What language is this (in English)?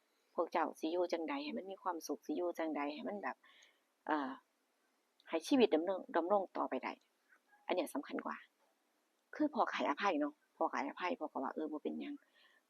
Northeastern Thai